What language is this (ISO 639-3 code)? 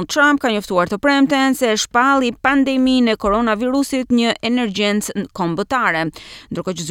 sqi